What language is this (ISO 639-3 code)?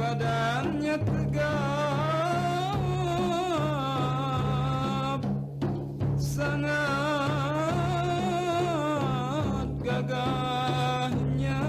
bjn